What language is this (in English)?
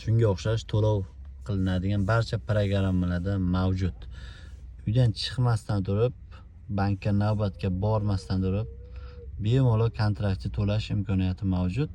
Uzbek